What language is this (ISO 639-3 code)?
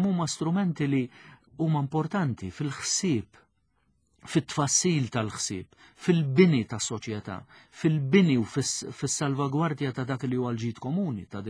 mlt